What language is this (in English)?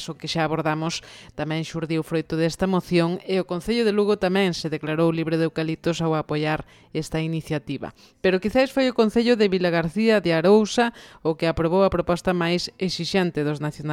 Galician